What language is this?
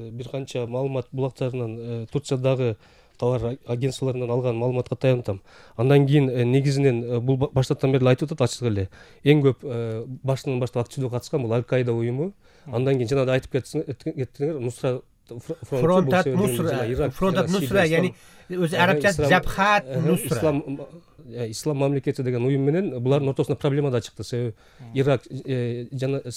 Kyrgyz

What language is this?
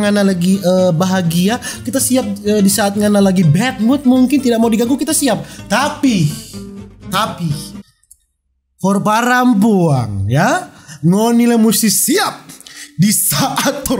Manado Malay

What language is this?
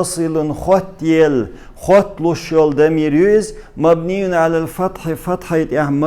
Chechen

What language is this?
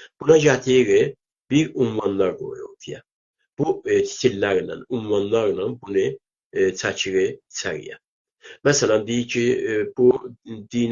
South Azerbaijani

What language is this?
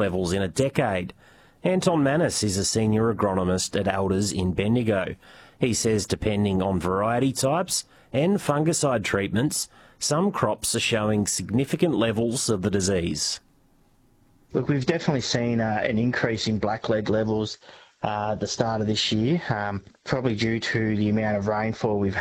English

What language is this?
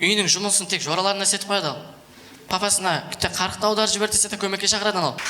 Kara-Kalpak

